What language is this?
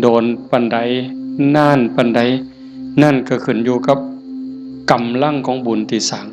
Northeastern Thai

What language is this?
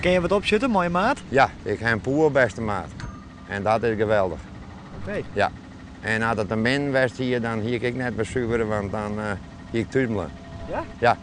Western Frisian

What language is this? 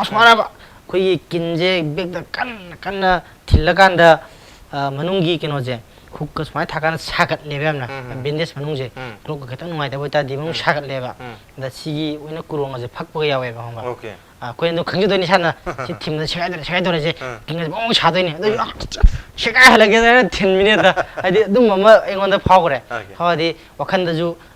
Manipuri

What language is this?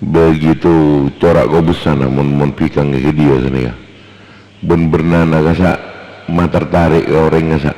Madurese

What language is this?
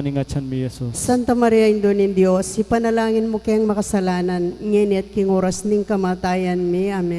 Pampanga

